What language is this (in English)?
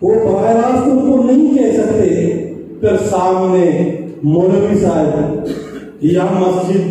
Eastern Balochi